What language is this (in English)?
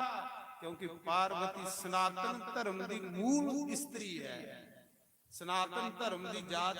Dogri